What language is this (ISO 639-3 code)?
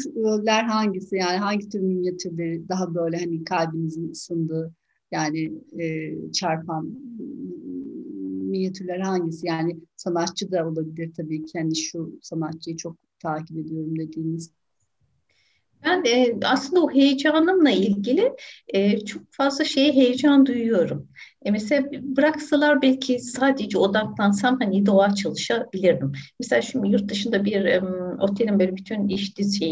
tur